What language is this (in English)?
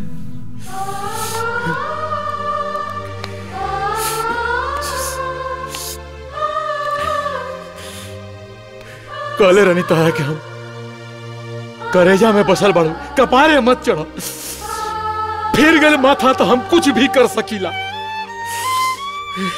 Bhojpuri